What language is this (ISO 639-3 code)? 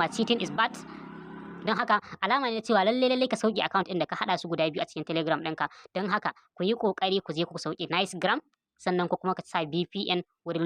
hau